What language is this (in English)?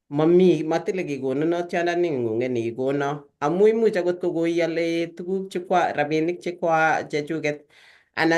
Kalenjin